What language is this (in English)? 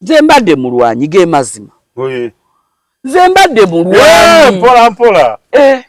Ganda